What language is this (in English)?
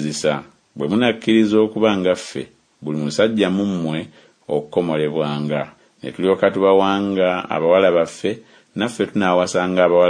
Ganda